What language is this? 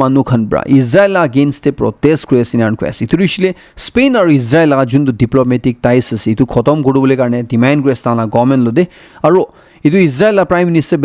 Naga Pidgin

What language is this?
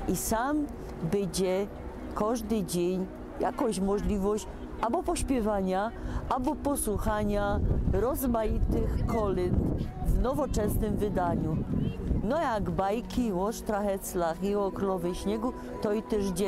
Silesian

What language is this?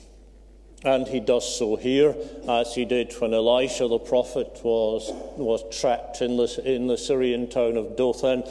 English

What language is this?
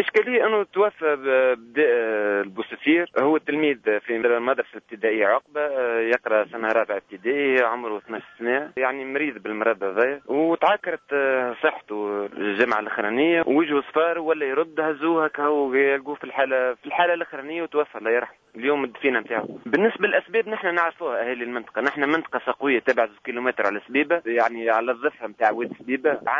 Tunisian Arabic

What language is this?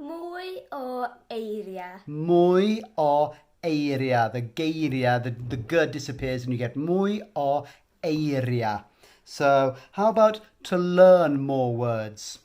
Welsh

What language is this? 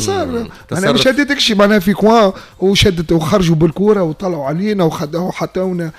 Tunisian Arabic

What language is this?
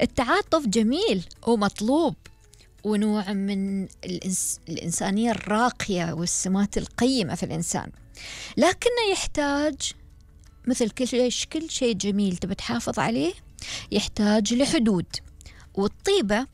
Gulf Arabic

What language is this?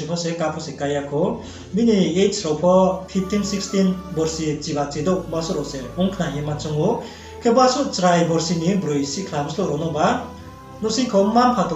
Riang (India)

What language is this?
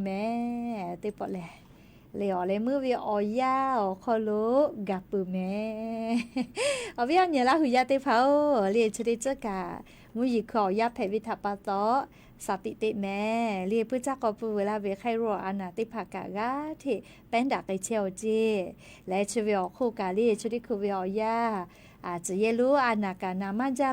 Lahu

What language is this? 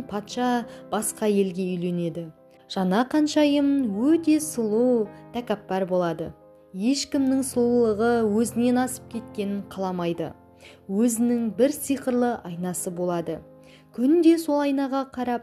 Kazakh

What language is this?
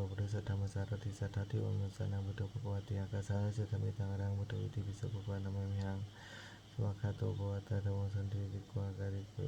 Pali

